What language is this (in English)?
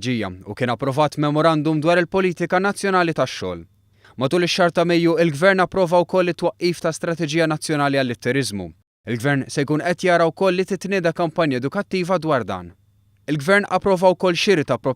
Maltese